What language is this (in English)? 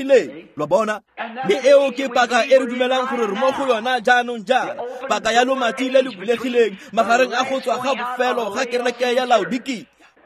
Tswana